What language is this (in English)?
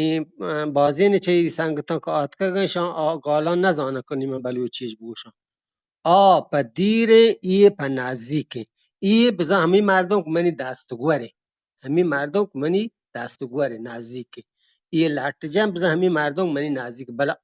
Eastern Balochi